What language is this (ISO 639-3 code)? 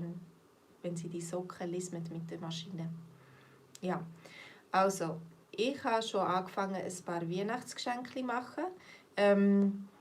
gsw